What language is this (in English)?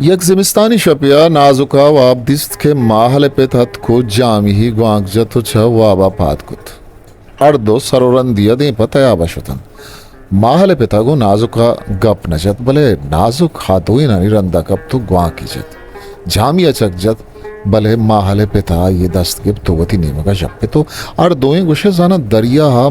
Eastern Balochi